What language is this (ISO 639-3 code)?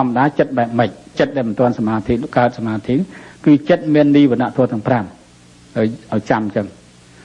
khm